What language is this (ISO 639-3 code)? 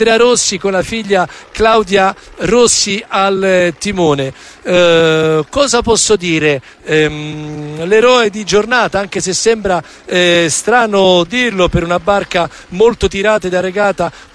ita